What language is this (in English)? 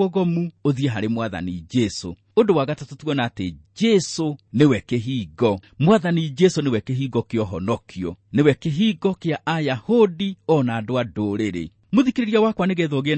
Kikuyu